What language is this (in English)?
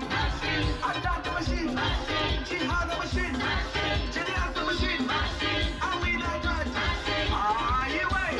Nyanja